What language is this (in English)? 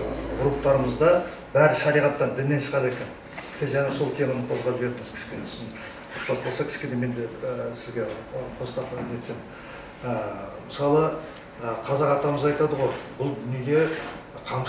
Kazakh